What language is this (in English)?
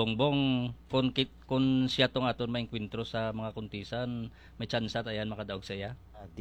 Hiligaynon